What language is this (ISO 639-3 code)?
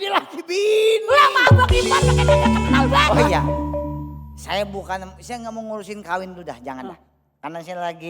bew